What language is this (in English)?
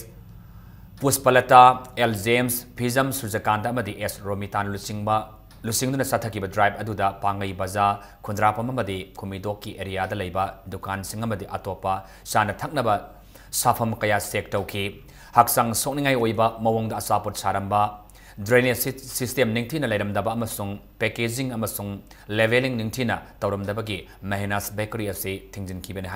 Manipuri